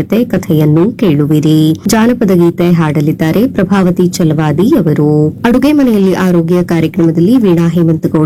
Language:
Kannada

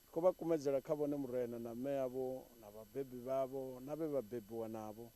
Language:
Venda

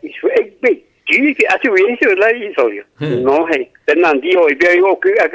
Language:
Guarani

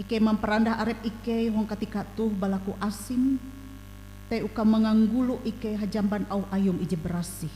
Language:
Ngaju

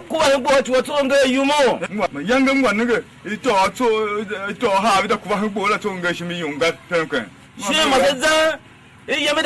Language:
Tiv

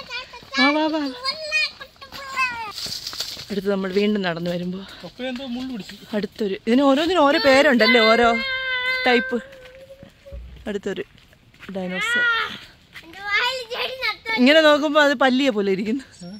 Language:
Malayalam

